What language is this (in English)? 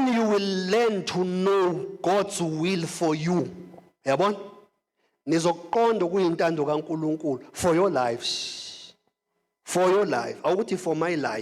Zulu